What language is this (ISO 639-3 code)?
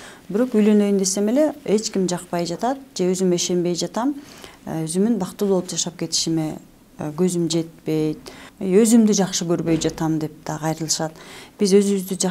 kir